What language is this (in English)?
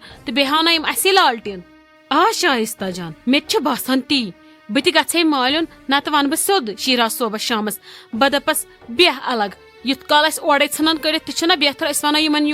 Kashmiri